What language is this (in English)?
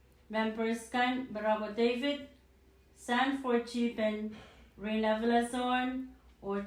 Pohnpeian